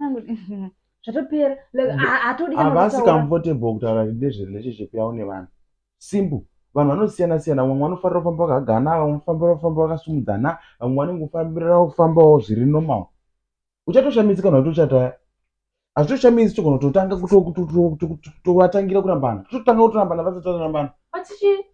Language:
Shona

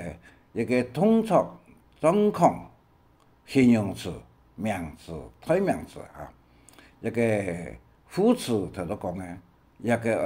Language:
Hakka Chinese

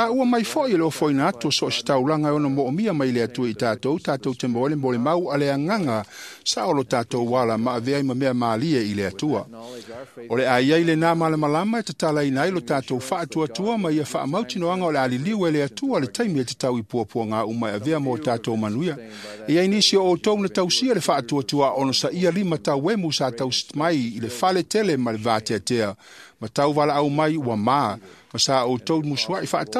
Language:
Samoan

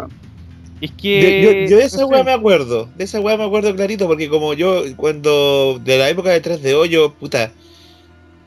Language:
Spanish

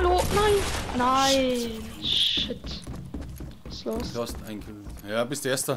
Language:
Bavarian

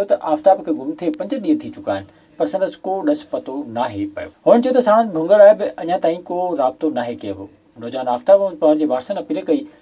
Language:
Sindhi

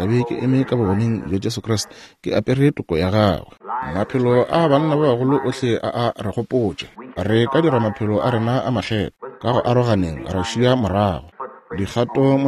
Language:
Northern Sotho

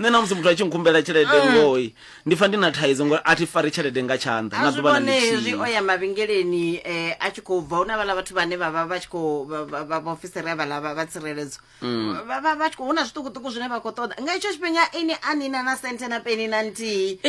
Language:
Venda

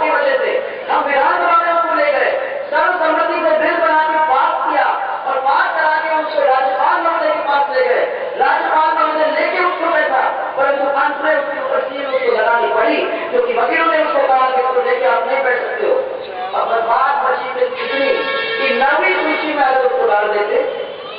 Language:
Hindi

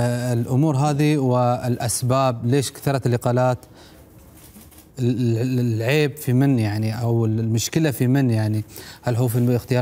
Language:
Arabic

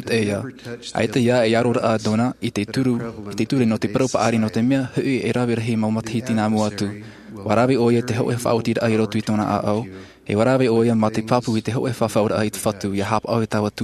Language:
Tahitian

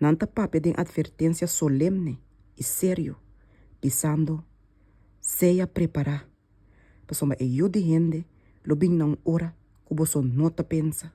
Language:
Papiamento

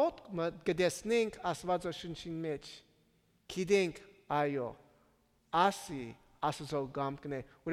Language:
Armenian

